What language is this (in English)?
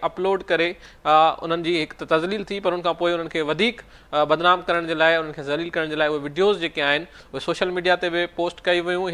Sindhi